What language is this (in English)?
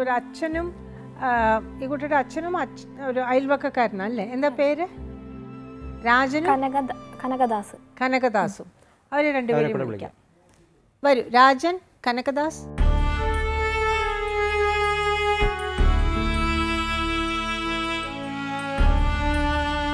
Malayalam